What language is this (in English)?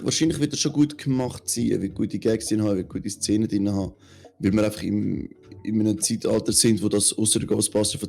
Swiss German